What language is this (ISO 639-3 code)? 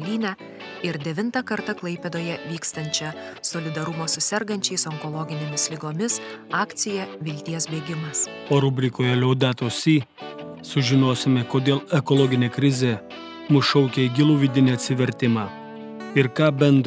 lit